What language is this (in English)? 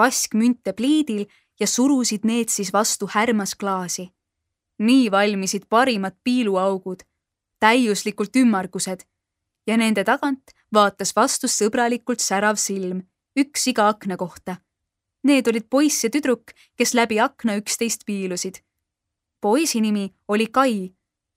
Estonian